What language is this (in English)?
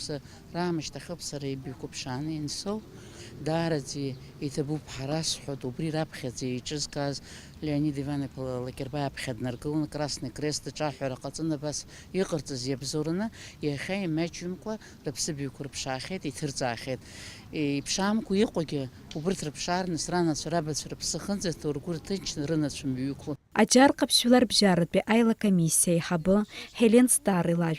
Abkhazian